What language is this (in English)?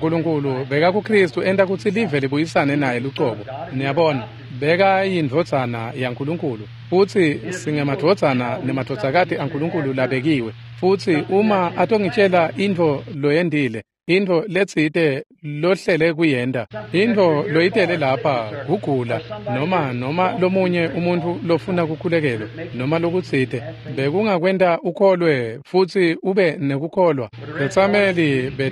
Swati